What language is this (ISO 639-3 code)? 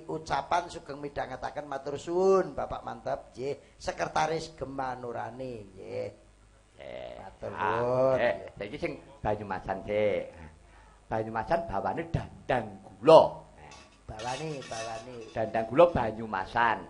jav